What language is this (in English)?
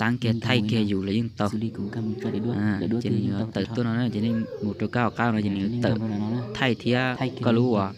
Hmong